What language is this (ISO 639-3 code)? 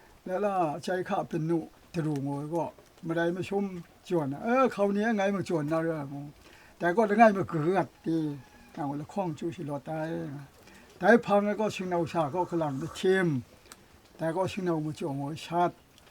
kac